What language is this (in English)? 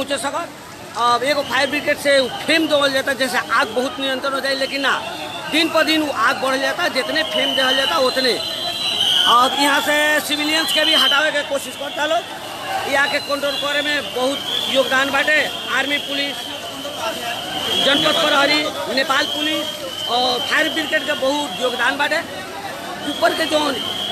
Bhojpuri